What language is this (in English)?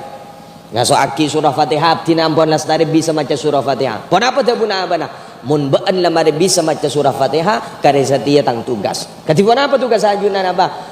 Madurese